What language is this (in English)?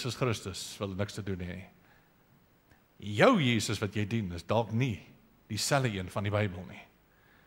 Afrikaans